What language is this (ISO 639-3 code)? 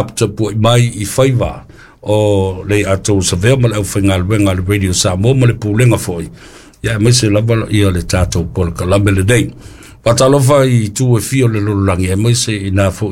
smo